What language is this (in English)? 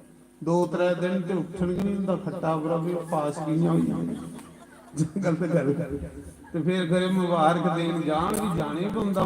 Dogri